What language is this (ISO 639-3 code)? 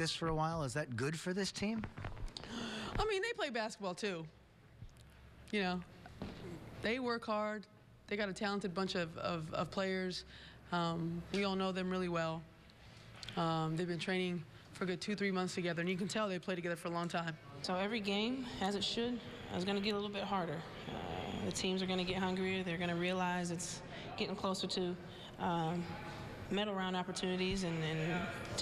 eng